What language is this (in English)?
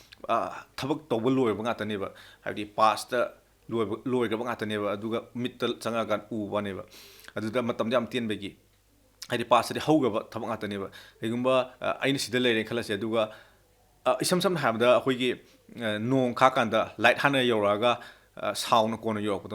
Manipuri